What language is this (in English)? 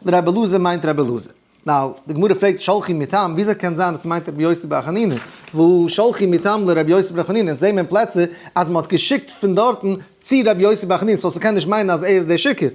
Yiddish